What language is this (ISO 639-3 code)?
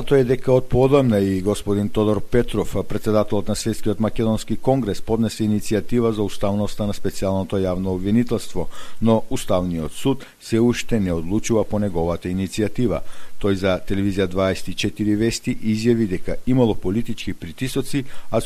mkd